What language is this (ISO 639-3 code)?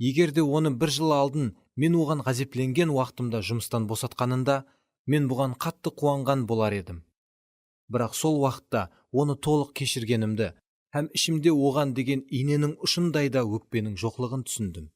kaa